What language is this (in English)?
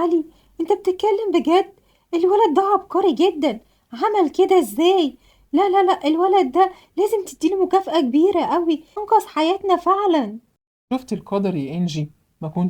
Egyptian Arabic